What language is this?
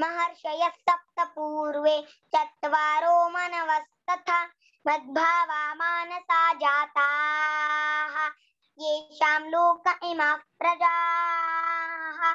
Sanskrit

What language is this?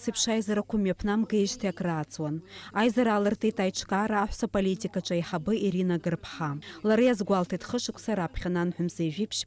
Abkhazian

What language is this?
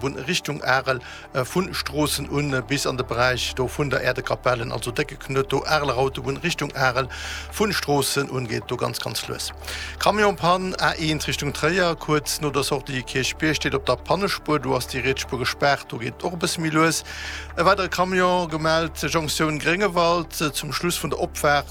Luxembourgish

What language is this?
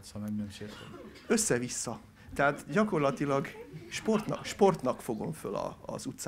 Hungarian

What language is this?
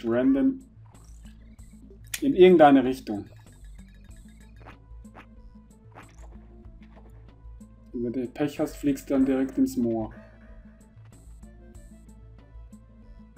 German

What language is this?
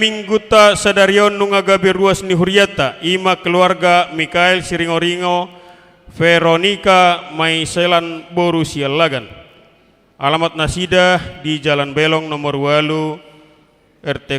Batak Toba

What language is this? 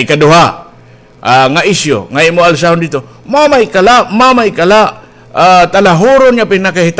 Waray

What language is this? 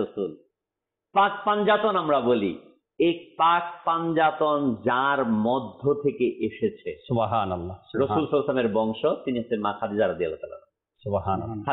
Bangla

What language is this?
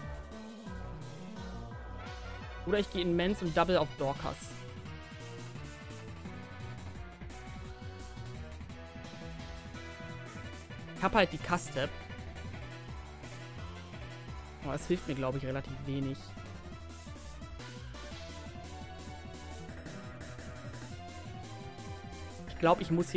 German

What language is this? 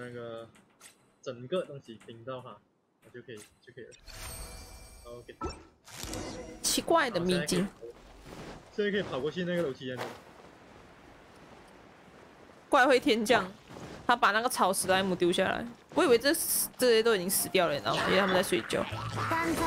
Chinese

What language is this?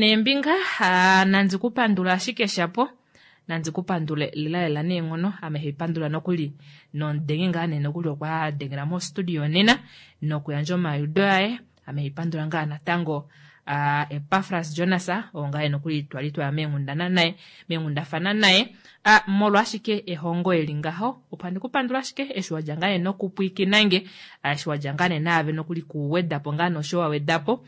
Kuanyama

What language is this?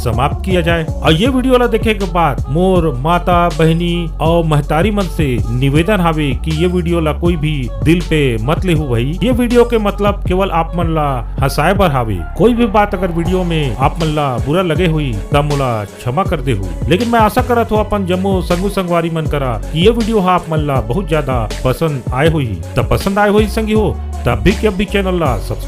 Chhattisgarhi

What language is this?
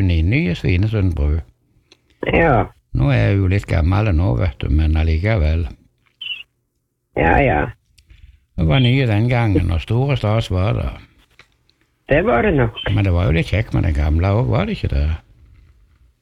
Norwegian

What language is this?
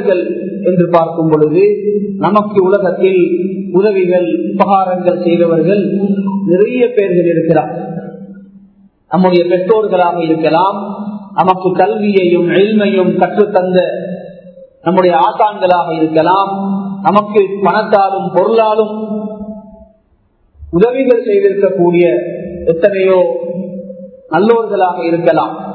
Tamil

